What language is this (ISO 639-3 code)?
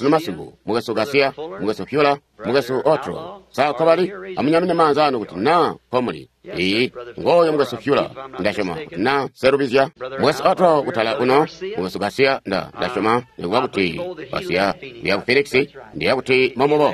toi